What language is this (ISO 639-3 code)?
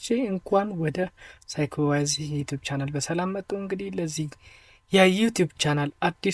amh